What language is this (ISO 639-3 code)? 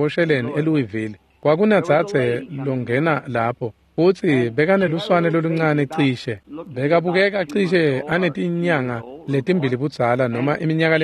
ssw